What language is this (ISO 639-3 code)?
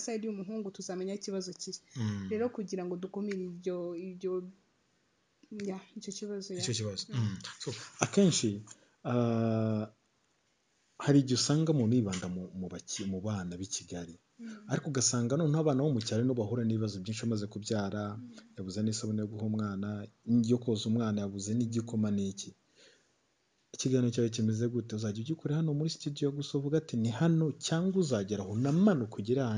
kin